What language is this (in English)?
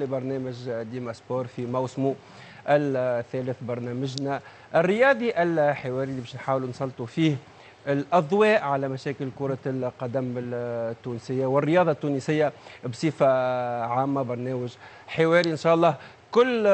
Tunisian Arabic